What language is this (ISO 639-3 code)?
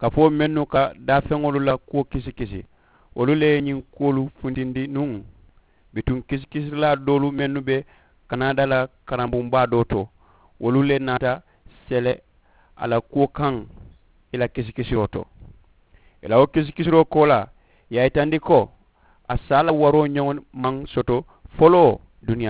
man